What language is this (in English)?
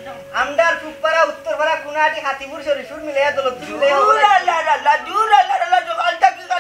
Sylheti